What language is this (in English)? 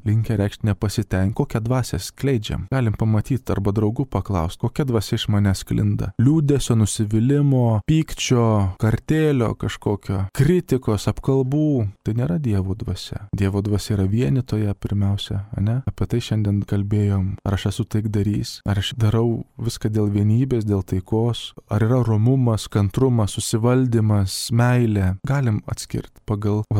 Lithuanian